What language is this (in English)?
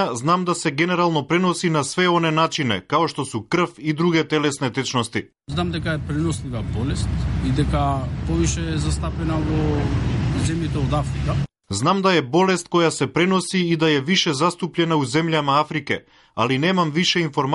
Macedonian